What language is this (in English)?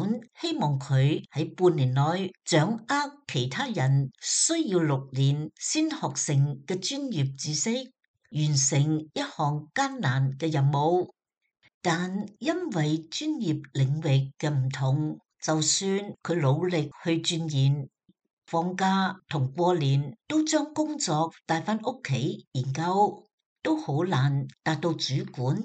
Cantonese